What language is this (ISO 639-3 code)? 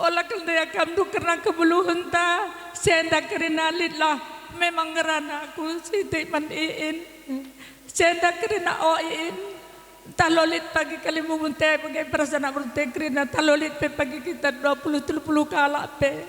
btx